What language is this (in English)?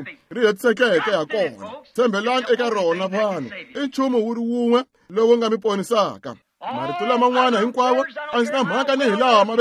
Tsonga